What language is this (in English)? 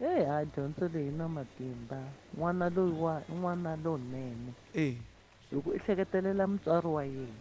Tsonga